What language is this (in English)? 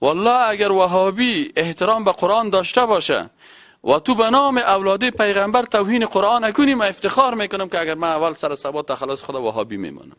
Persian